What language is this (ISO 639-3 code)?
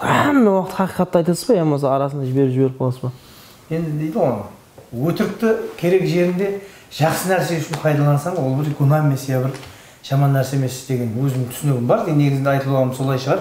kaa